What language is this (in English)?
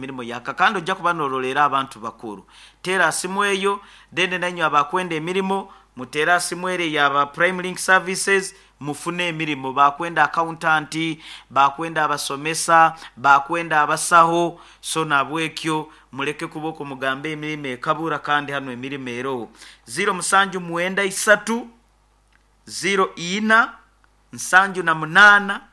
Nyoro